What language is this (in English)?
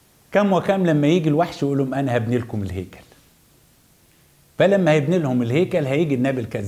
Egyptian Arabic